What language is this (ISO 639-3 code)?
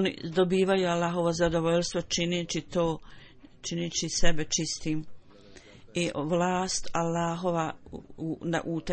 bos